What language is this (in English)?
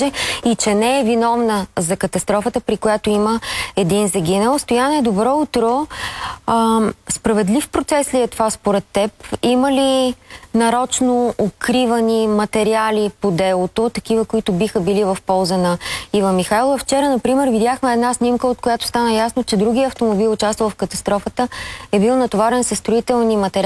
Bulgarian